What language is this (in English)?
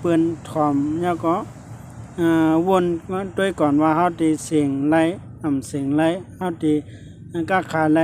Shan